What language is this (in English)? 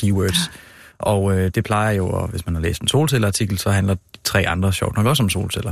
Danish